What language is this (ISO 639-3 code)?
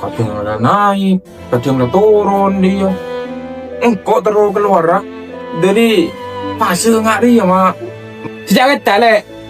mad